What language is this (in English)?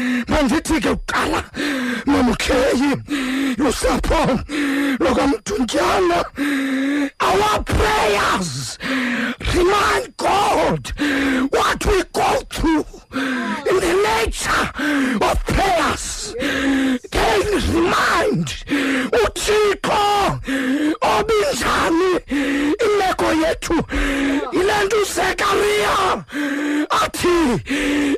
Xhosa